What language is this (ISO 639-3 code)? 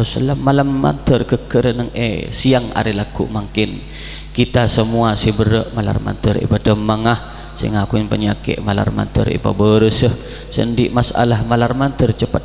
mad